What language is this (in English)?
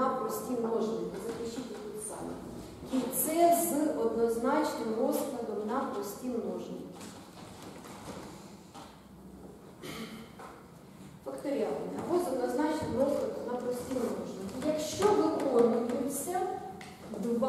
Ukrainian